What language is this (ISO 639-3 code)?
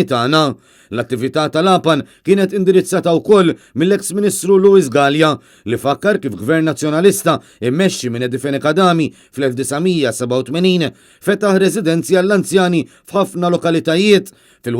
mlt